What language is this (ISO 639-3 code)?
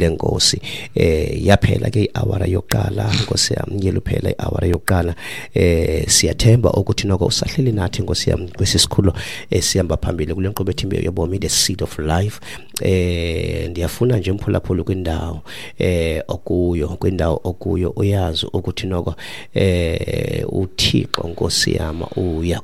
xho